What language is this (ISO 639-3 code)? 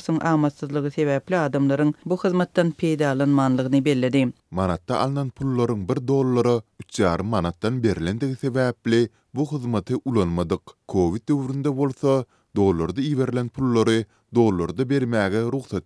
tuk